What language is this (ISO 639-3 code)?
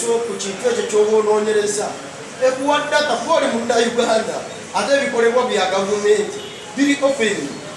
lug